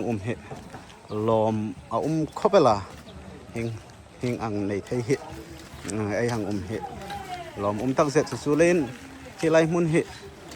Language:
Hmar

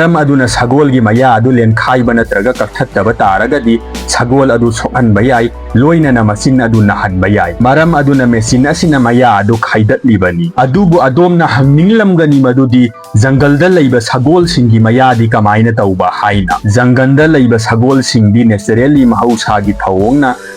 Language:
Manipuri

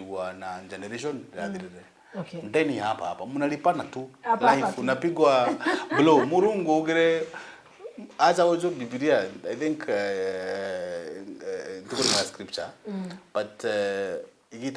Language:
Meru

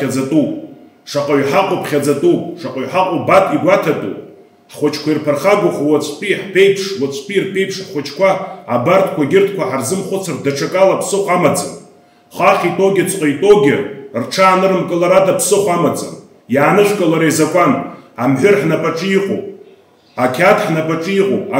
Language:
Abkhazian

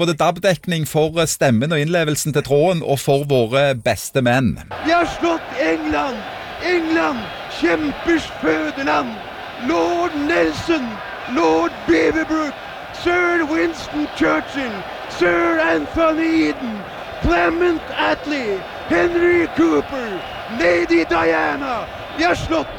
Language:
Norwegian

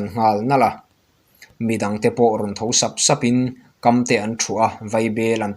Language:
Mizo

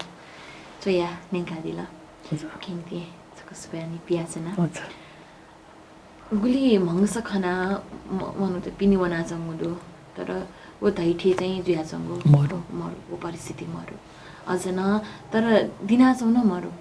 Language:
Newari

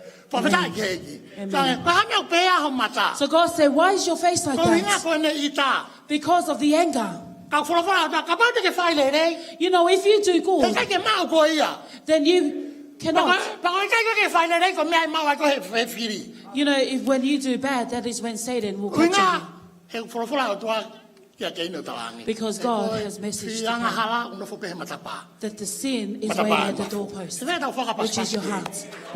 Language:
Tongan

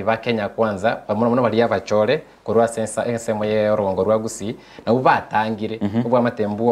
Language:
Gusii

